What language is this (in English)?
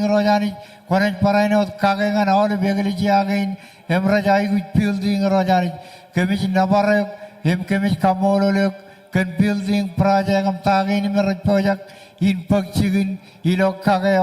Marshallese